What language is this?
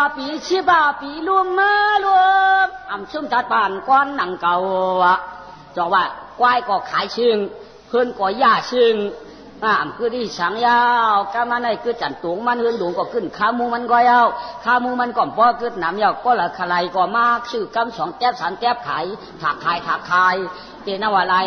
Shan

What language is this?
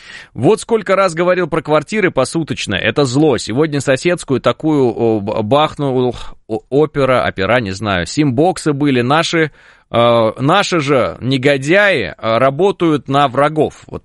Russian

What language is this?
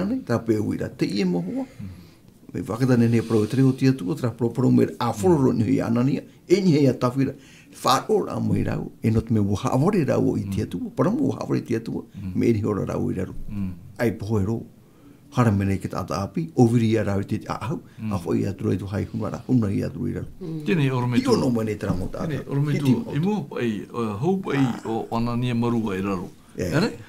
Tahitian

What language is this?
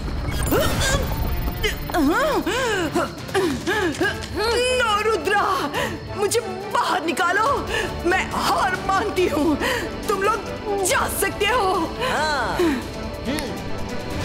Hindi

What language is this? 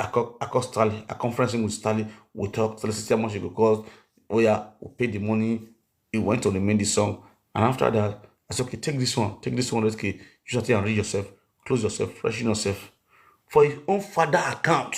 Nigerian Pidgin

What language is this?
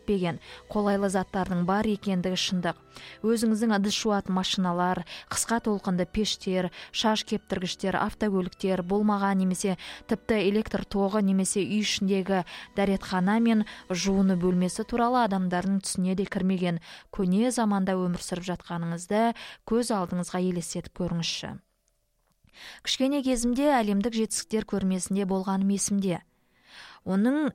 Kazakh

